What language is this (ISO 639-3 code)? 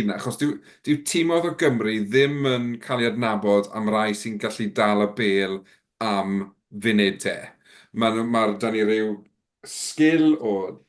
cym